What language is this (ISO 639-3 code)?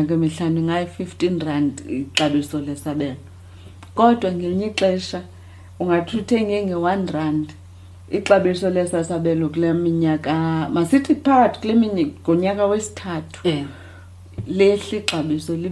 xho